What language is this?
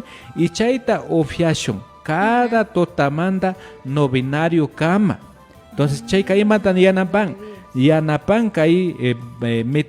Imbabura Highland Quichua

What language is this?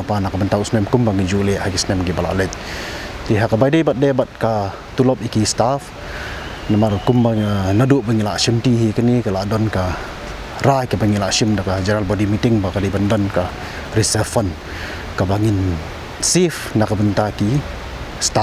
Khasi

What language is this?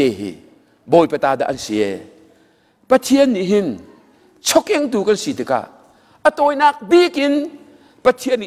Hakha Chin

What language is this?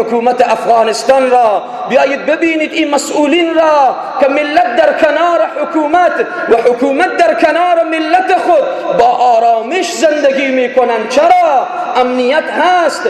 Persian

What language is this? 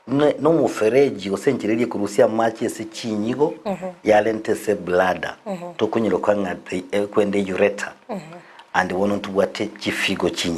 Gusii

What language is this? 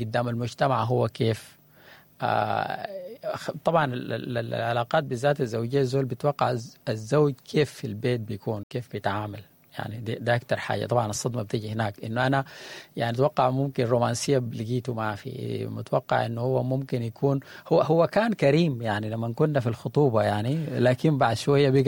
Sudanese Arabic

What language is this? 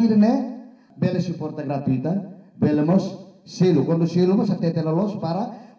Tetum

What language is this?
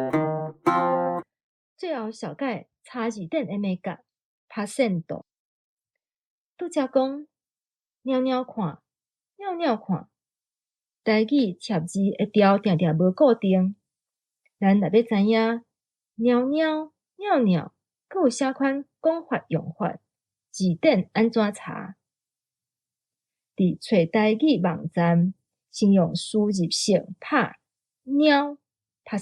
Min Nan Chinese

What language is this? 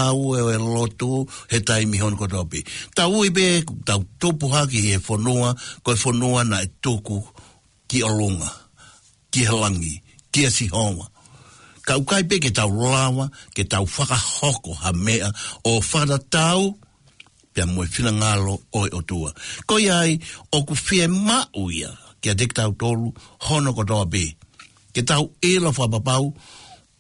Tongan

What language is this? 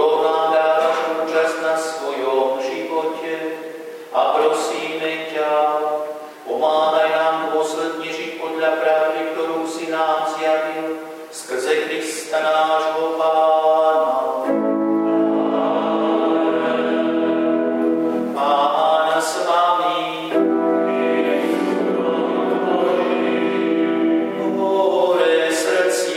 Slovak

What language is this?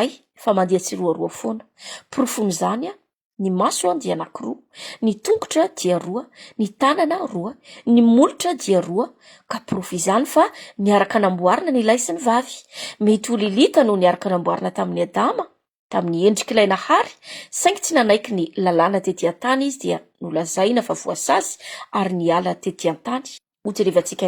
Malagasy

